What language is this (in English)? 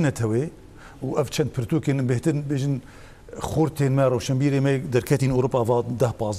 Kurdish